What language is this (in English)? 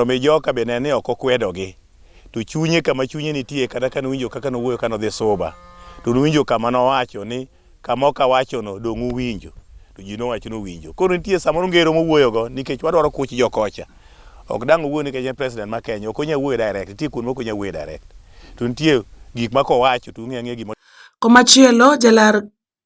Luo (Kenya and Tanzania)